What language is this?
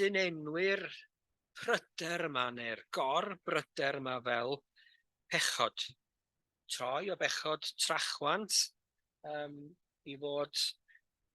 Welsh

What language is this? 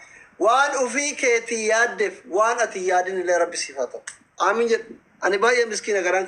Oromo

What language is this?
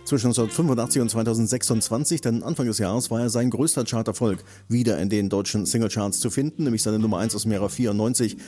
German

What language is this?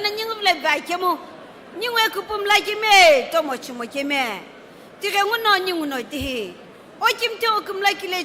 Sumi Naga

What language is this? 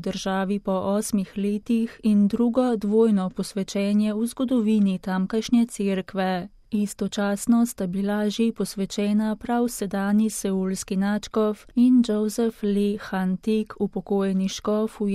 Slovenian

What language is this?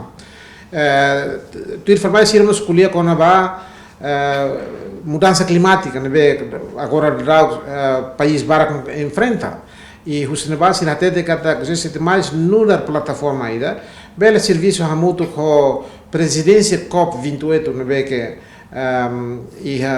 Tetum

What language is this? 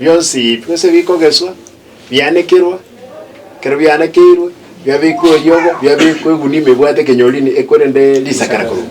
Gusii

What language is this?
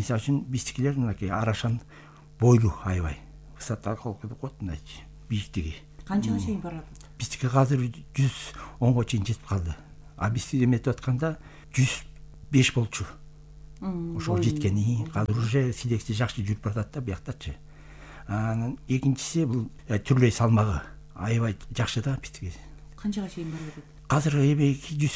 Kyrgyz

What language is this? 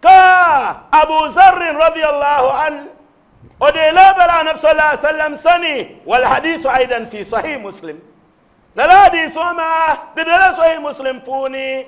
Dagbani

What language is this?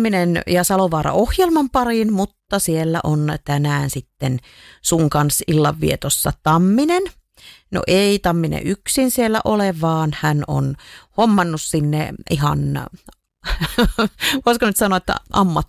Finnish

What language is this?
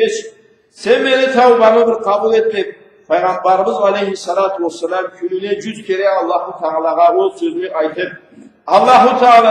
Karachay-Balkar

